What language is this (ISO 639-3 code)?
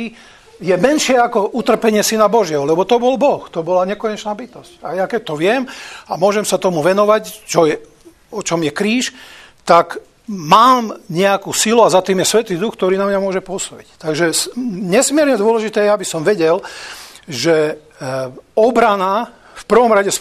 slk